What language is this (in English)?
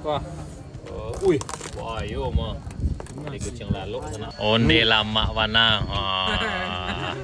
Minangkabau